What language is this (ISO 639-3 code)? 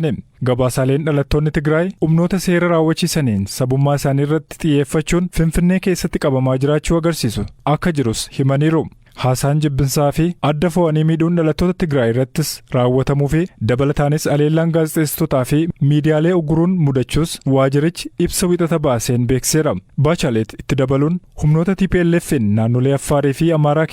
orm